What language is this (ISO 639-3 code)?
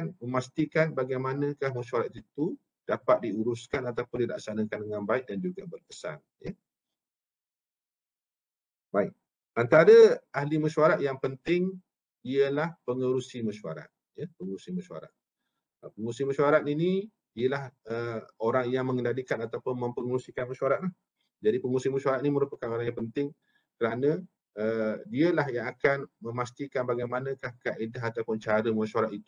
msa